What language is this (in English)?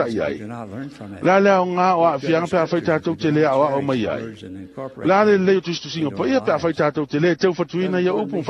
Samoan